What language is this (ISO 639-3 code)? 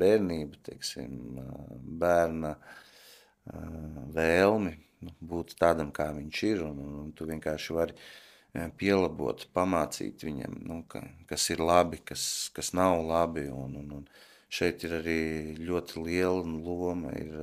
lav